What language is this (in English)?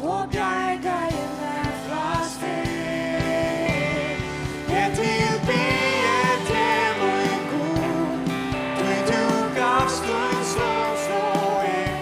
Faroese